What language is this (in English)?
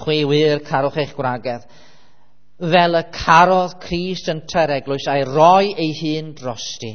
Welsh